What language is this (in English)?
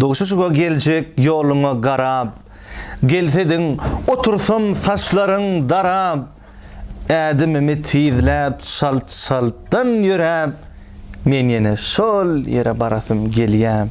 Turkmen